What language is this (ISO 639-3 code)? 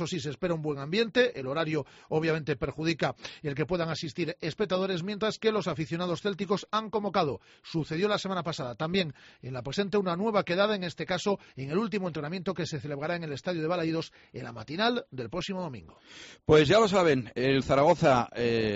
spa